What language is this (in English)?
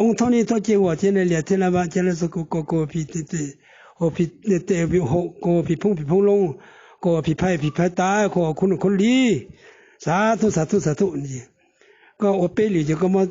Hmong